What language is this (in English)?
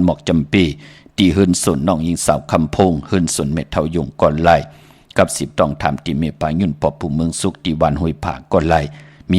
Shan